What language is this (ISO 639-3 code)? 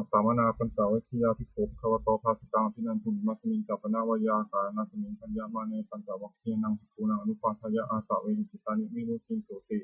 pli